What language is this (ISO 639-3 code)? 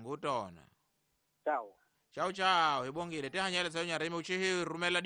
tso